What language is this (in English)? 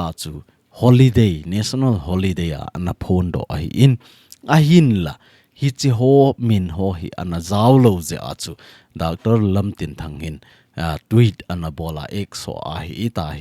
Thado Chin